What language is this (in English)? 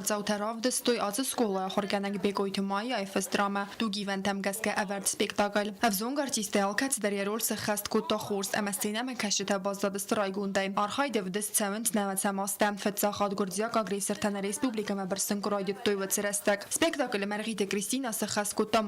Ossetic